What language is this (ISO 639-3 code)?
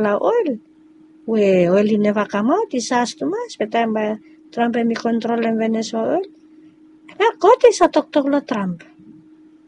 bis